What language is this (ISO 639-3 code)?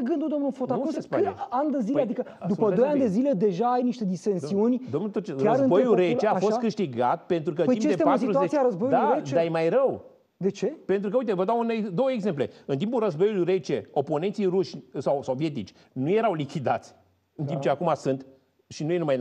ron